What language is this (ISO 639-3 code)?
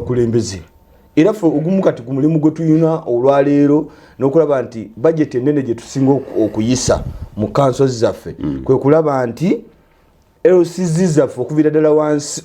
lug